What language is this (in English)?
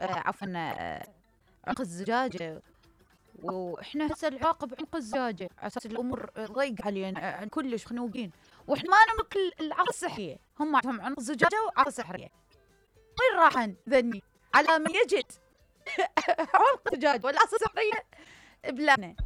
Mesopotamian Arabic